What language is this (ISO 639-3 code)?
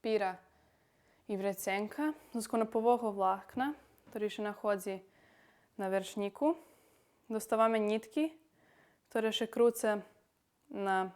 rue